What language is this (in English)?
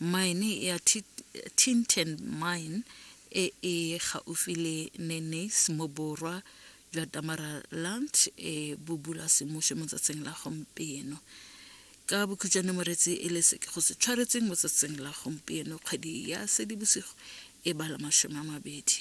Tswana